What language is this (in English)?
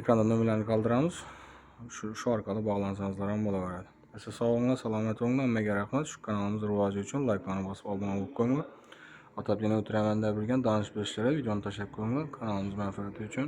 Uzbek